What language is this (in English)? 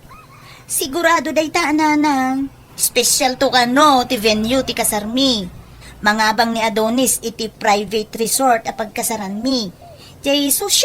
Iloko